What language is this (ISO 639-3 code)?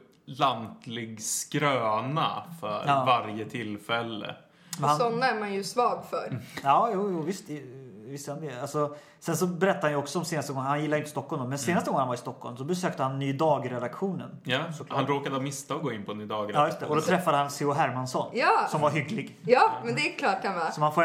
swe